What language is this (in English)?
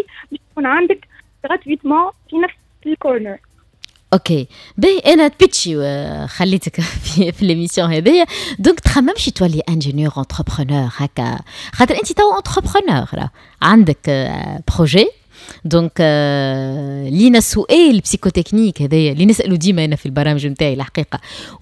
Tunisian Arabic